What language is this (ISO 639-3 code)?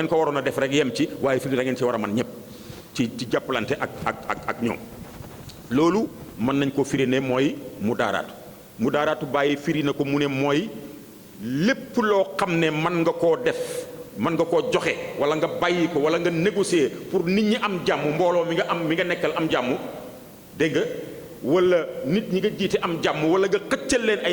wol